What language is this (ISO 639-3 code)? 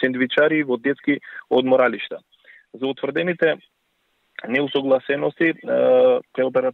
mkd